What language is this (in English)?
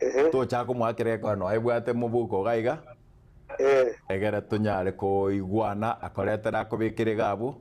Gusii